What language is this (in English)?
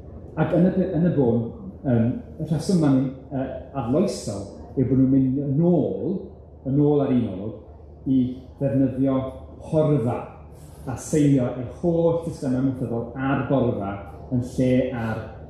Welsh